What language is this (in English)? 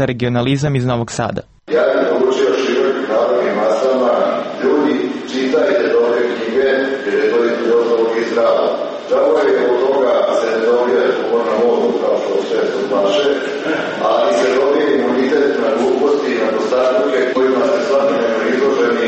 Serbian